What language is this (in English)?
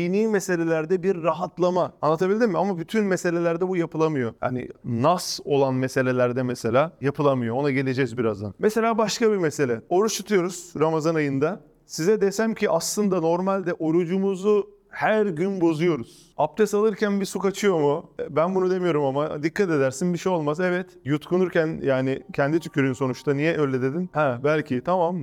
Turkish